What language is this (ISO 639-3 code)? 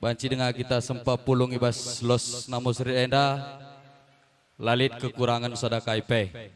btx